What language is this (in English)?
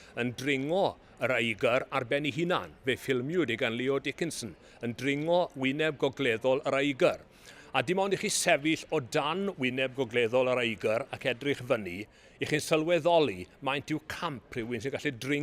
Welsh